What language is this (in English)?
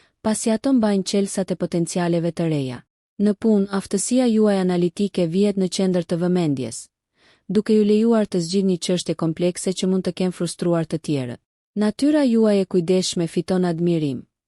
Albanian